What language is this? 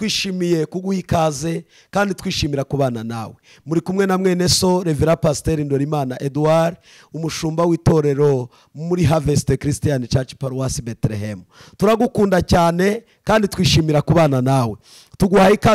Kinyarwanda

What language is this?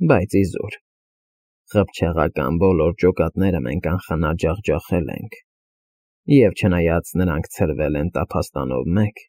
Armenian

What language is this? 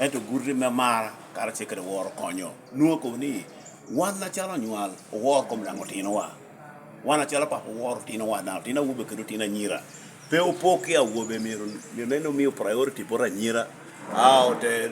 Lango (Uganda)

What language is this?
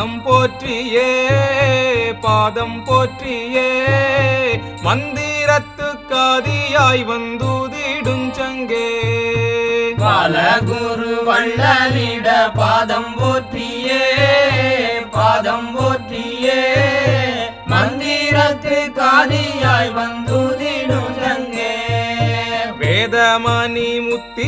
Tamil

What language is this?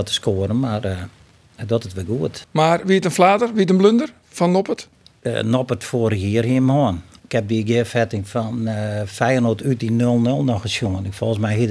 Western Frisian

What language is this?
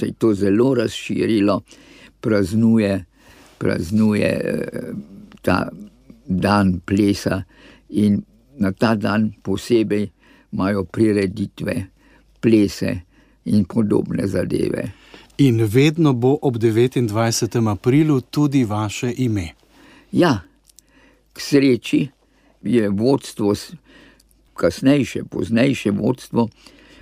Slovenian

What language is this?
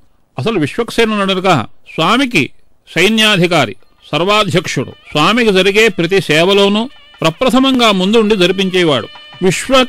Telugu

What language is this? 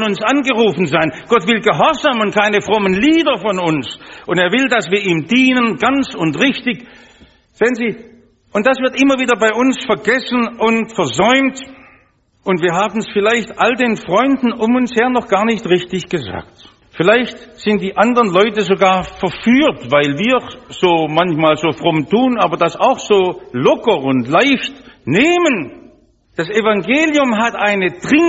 German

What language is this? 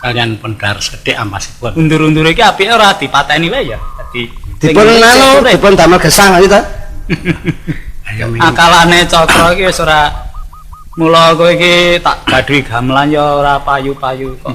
Javanese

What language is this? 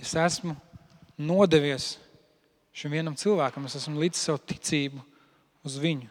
Latvian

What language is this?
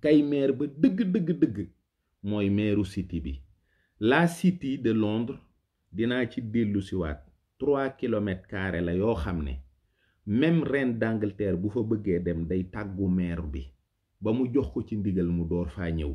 Wolof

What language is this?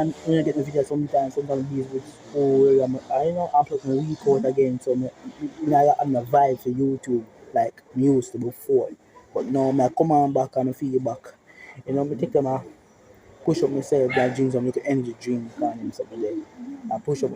Jamaican Creole English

